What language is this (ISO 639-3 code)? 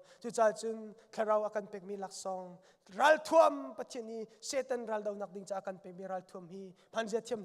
cnh